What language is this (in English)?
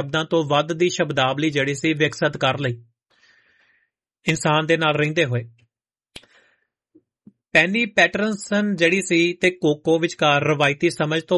Punjabi